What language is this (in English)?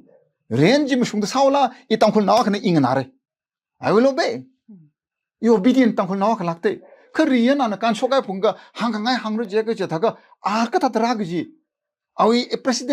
Tangkhul Naga (India)